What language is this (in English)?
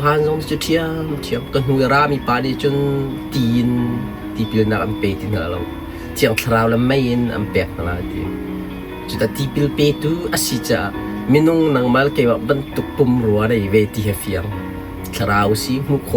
Hakha Chin